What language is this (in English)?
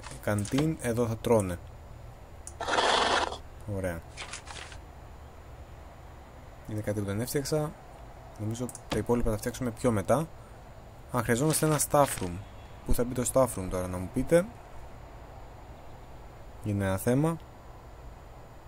Greek